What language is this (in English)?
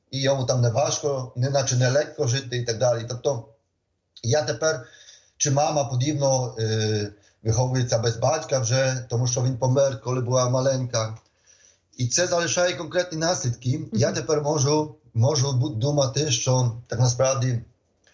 Ukrainian